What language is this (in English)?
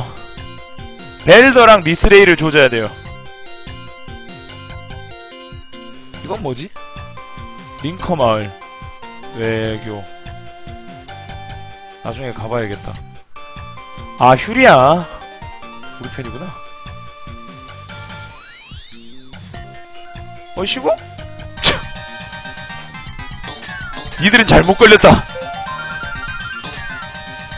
Korean